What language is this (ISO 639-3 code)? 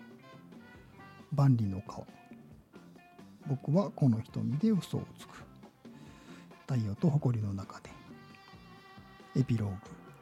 jpn